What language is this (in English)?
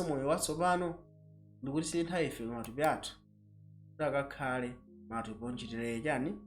Nyanja